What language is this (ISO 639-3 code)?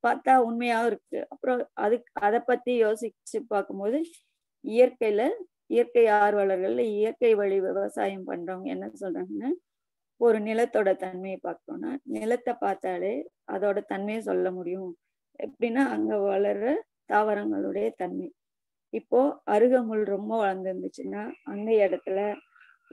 tam